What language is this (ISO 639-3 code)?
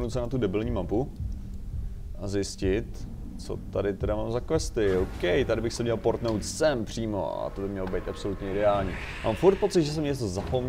ces